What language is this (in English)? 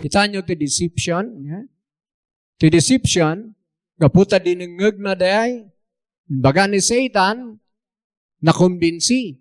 Iloko